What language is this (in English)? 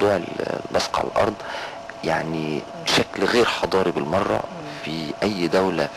Egyptian Arabic